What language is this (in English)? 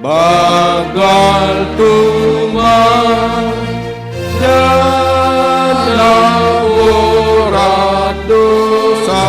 Batak Simalungun